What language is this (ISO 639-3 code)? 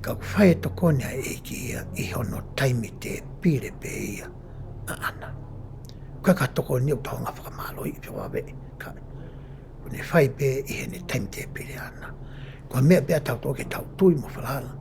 ton